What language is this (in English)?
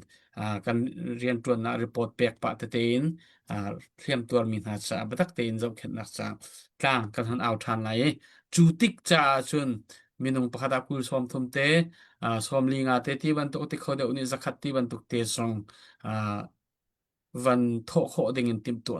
Hakha Chin